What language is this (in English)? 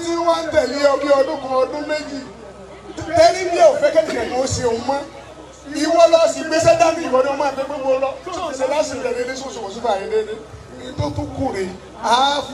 Yoruba